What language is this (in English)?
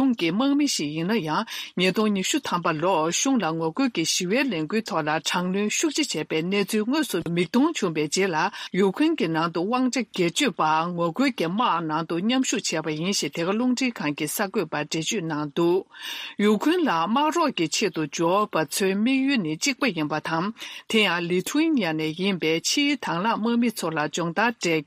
Tibetan